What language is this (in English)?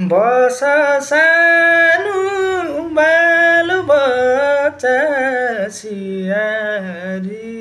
Nepali